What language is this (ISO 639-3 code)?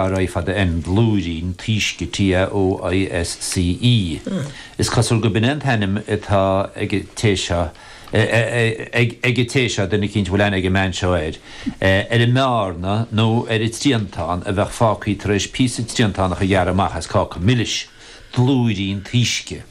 gle